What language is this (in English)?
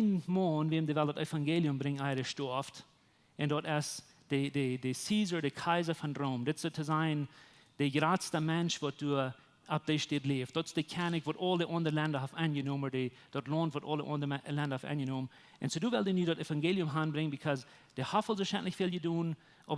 Plautdietsch